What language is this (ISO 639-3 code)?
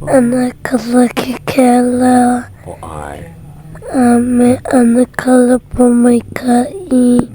haw